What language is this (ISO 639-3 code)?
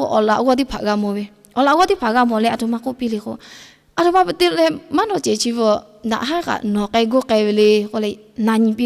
lhu